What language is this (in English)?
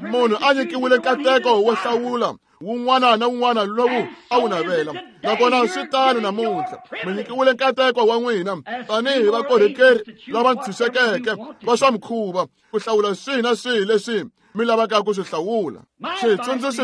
Tsonga